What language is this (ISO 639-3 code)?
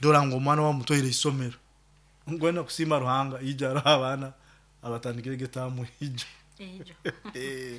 nyo